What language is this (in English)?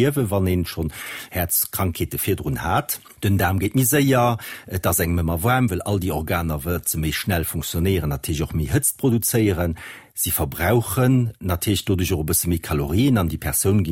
Luxembourgish